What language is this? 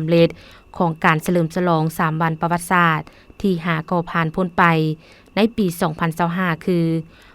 Lao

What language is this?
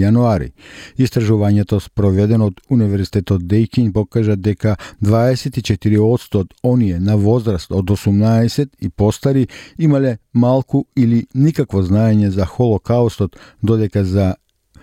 Macedonian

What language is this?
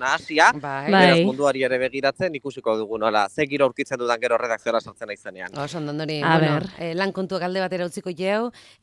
Basque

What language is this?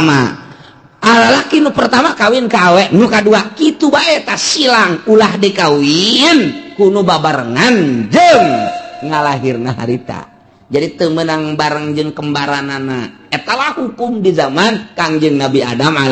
Sundanese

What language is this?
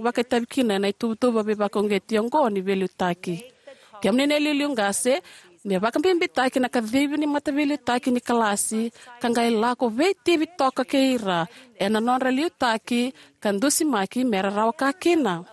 Fijian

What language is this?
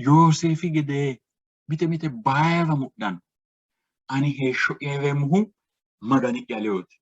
Sidamo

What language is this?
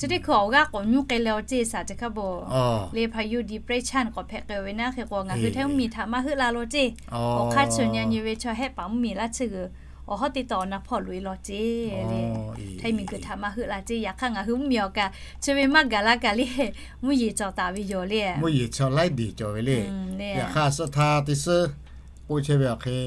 Lahu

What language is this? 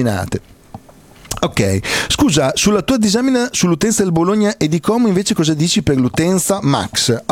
Italian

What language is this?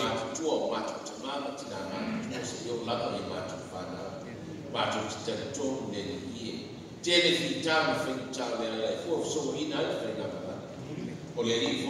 Samoan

